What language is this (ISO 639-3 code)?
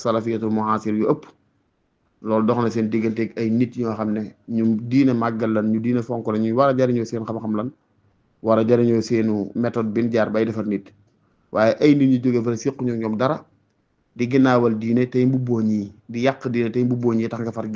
wol